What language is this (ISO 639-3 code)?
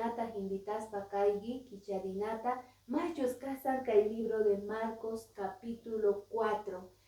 que